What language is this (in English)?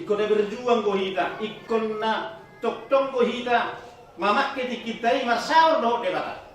Batak Toba